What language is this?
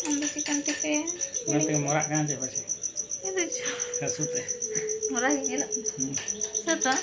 Santali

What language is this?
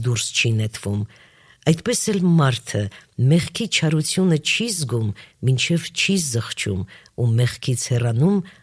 Armenian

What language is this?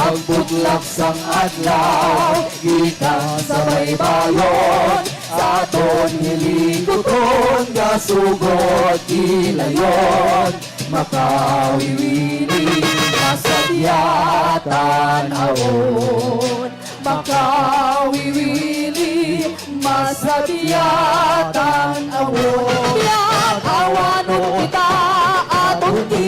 Hiligaynon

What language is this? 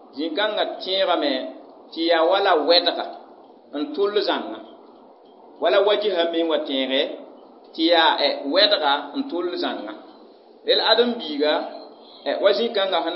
Mossi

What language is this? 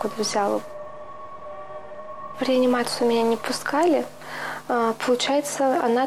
Russian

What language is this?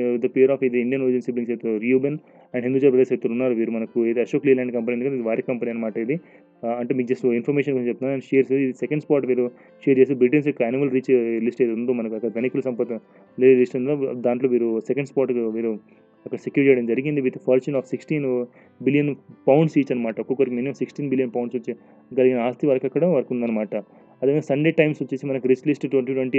Telugu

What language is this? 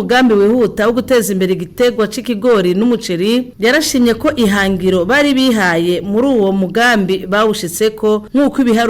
Rundi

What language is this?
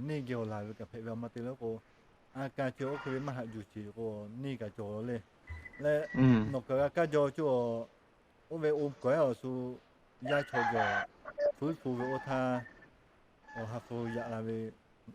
Lahu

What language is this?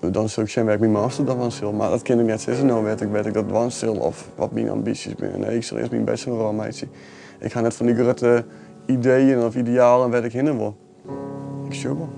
Western Frisian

